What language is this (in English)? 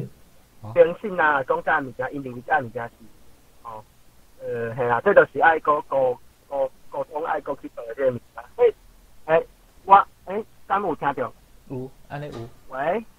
Min Nan Chinese